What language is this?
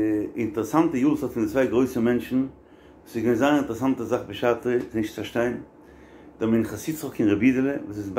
Yiddish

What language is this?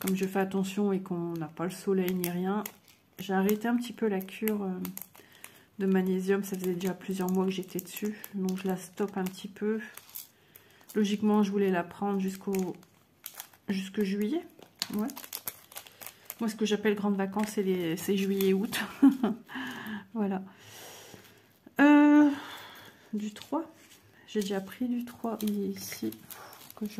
French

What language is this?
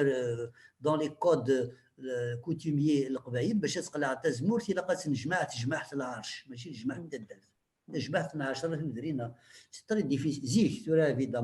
Kabyle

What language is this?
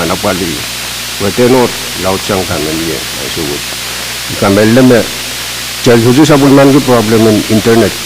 Pohnpeian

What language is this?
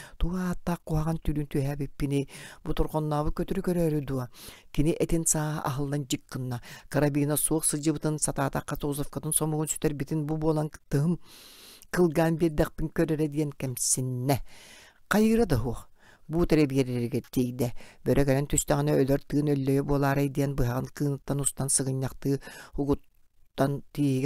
Yakut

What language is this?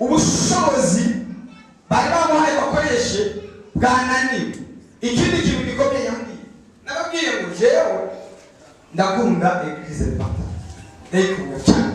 Rundi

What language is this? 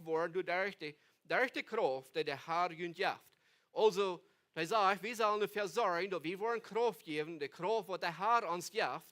Plautdietsch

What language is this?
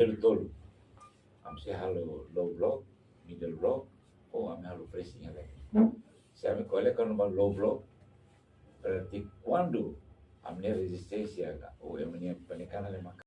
Tetum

